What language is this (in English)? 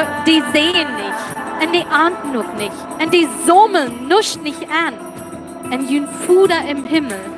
Plautdietsch